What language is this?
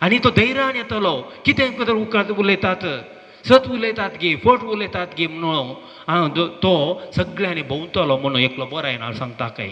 Konkani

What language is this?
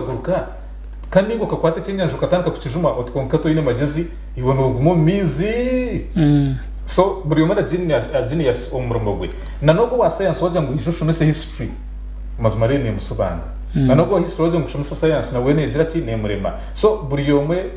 Nyankole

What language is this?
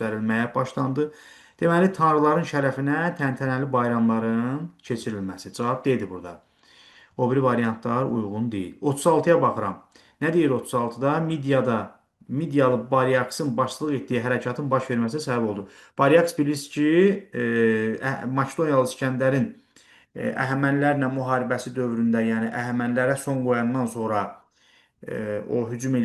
Azerbaijani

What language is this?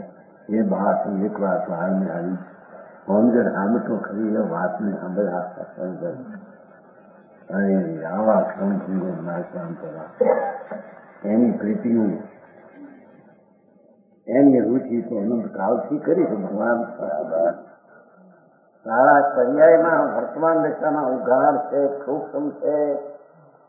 Gujarati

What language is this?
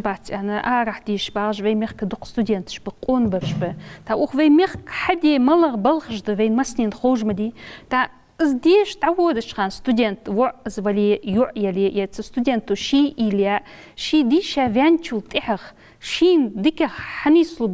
Ingush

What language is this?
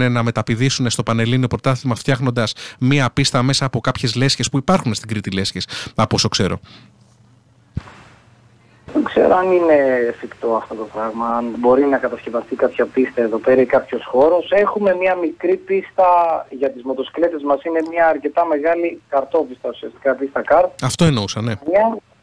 Greek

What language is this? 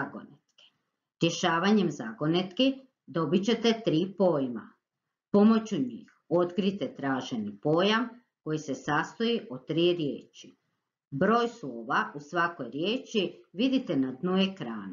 Croatian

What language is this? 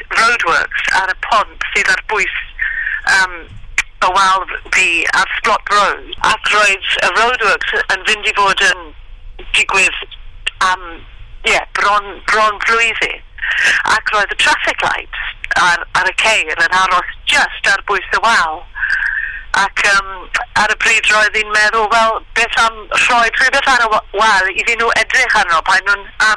Welsh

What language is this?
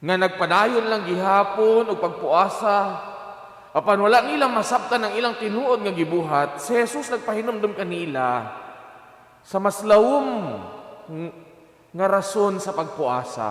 Cebuano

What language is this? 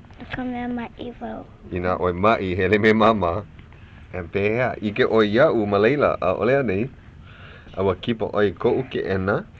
Hawaiian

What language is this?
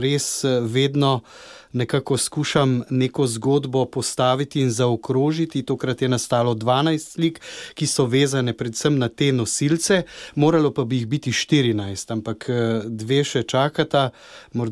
Slovenian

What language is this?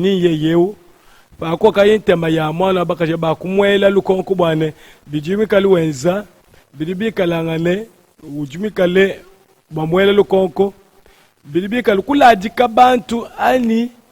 Luba-Lulua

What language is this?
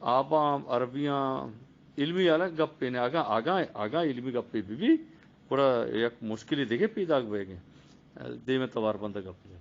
Eastern Balochi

